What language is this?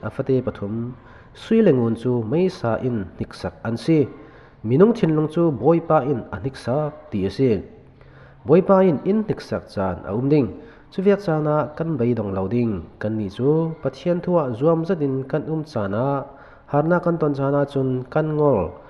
Falam Chin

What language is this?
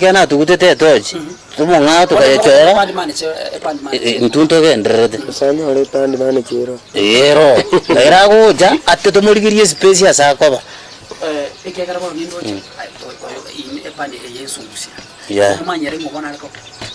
Gusii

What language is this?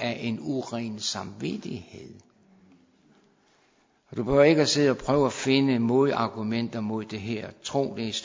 Danish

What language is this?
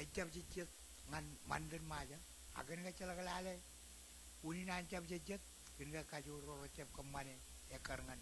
Marshallese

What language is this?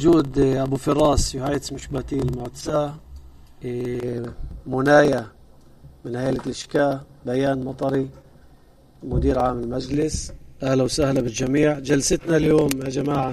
North Levantine Arabic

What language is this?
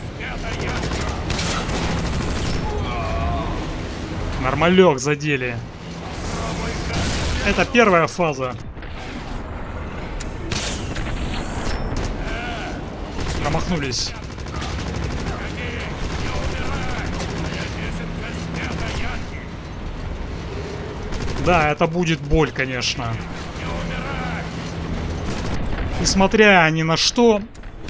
Russian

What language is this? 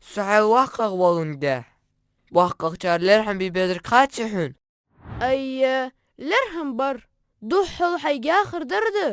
Ingush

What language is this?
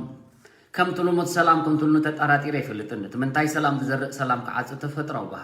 Tigrinya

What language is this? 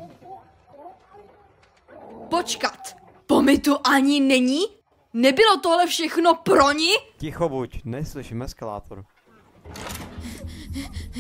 Czech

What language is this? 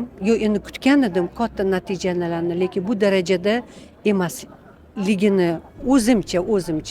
Uzbek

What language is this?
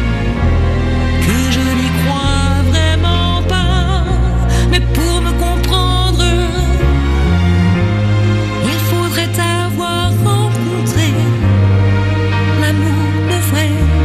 French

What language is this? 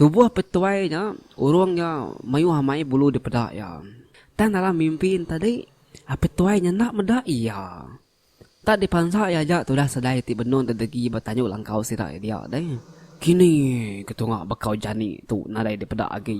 Iban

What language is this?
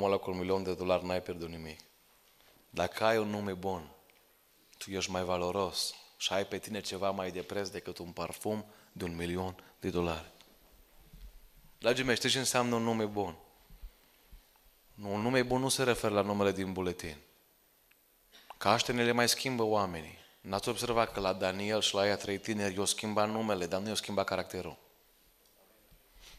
Romanian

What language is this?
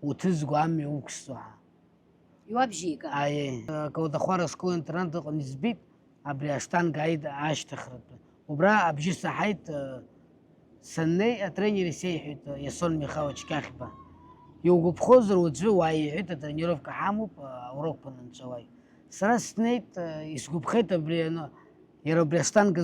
Abkhazian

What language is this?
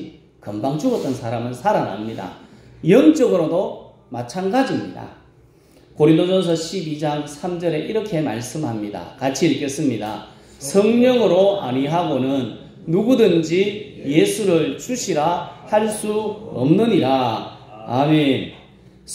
Korean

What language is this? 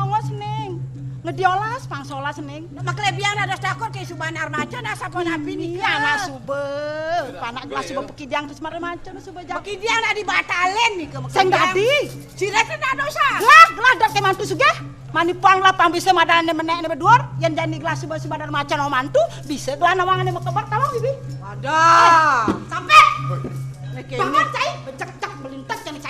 Balinese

